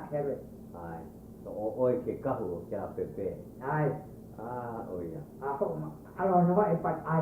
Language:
Hawaiian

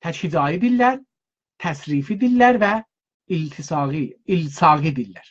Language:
South Azerbaijani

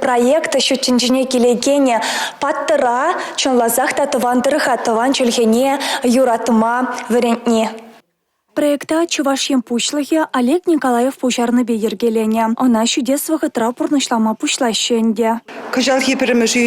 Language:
Chuvash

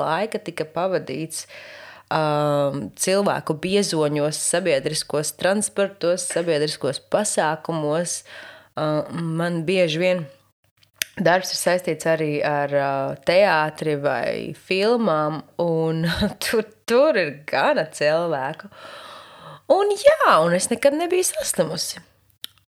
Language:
Latvian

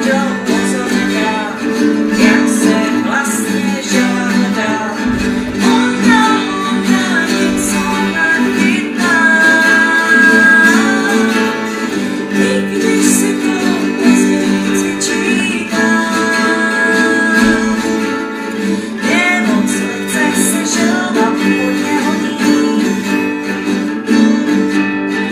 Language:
Czech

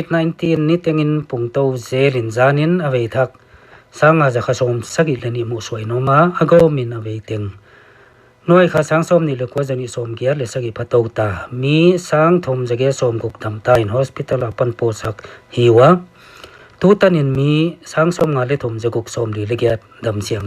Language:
Paite Chin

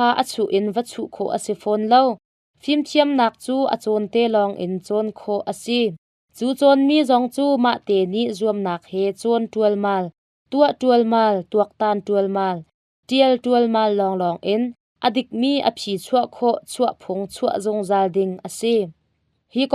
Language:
Hakha Chin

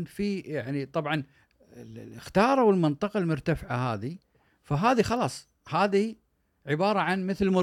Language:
Gulf Arabic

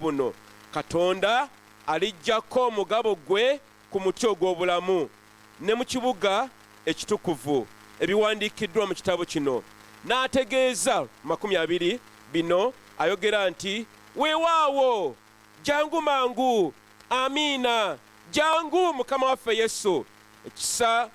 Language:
Ganda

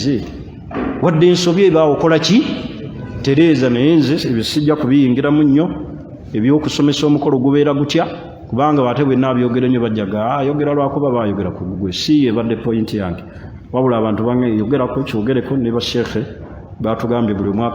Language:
Ganda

